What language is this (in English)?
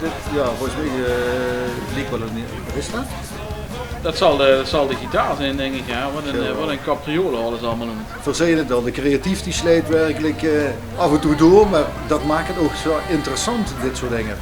Limburgish